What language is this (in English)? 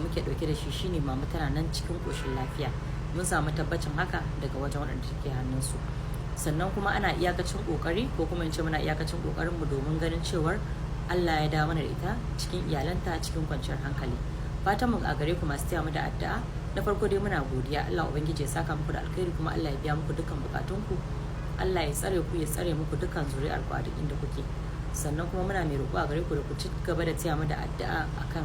Hausa